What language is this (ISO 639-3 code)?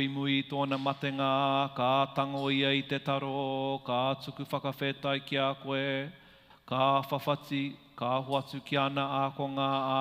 mri